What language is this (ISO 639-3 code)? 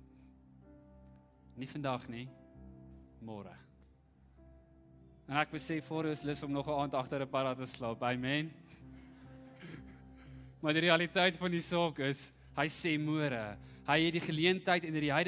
afr